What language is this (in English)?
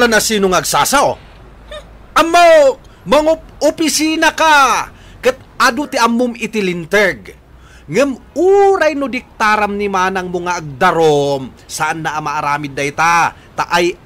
Iloko